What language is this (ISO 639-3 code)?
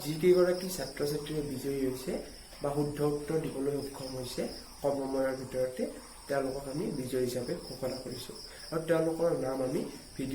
asm